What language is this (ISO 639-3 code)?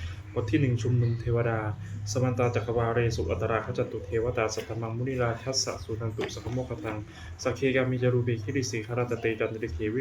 pli